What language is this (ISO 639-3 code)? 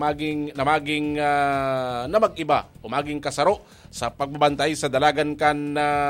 bik